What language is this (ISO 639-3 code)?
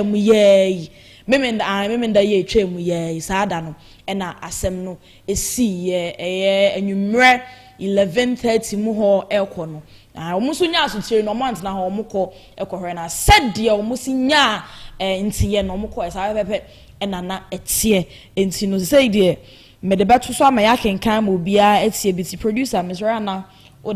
aka